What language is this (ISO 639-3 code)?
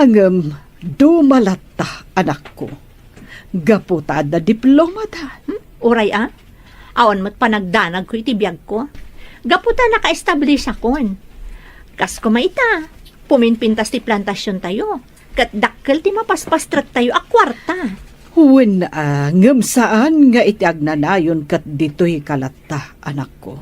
ilo